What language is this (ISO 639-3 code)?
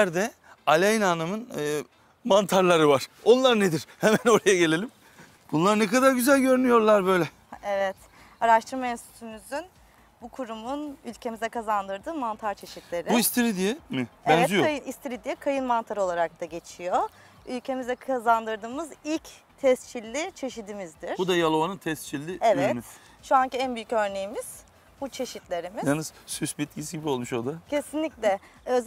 tur